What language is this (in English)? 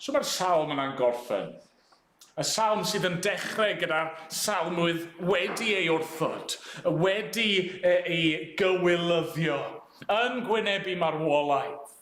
Welsh